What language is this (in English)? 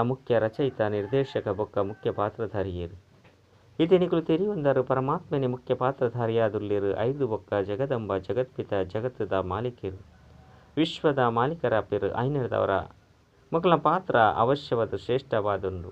Tulu